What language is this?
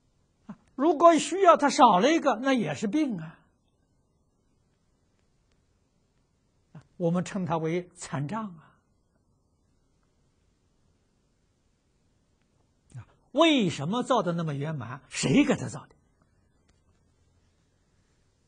Chinese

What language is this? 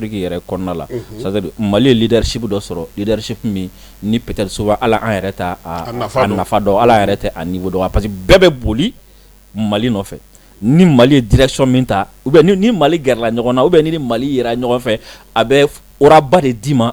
Bambara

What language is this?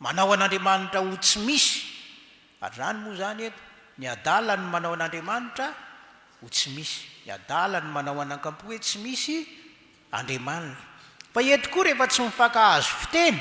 Malagasy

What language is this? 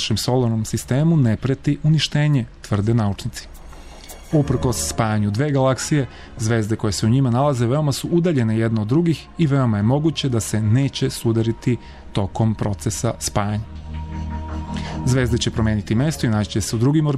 Serbian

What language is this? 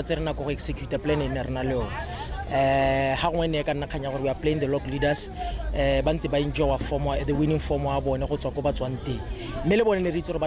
Tswana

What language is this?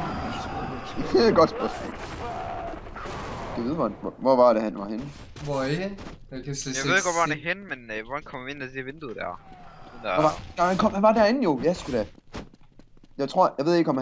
Danish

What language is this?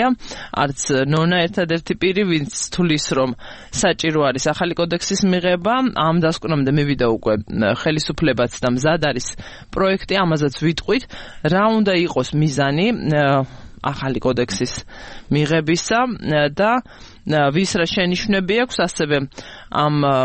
Georgian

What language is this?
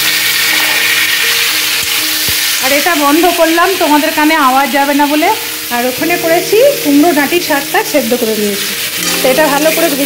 Bangla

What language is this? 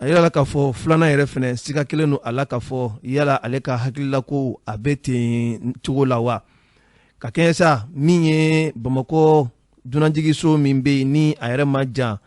Bambara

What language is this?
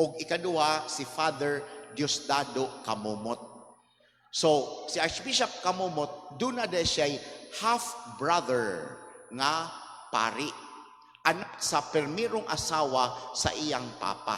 Cebuano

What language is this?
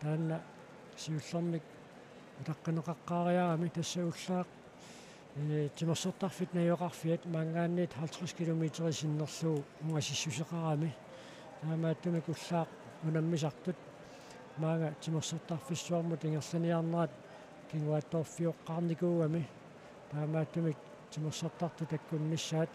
Kalaallisut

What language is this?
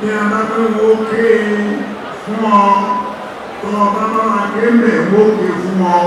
Yoruba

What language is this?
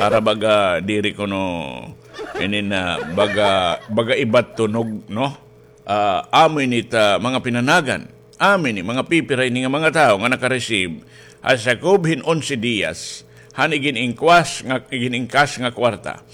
Waray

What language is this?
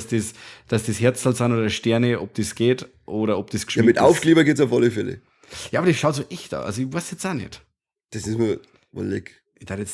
Bavarian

